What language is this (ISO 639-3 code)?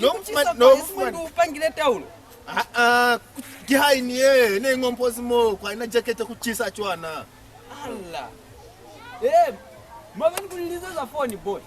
loz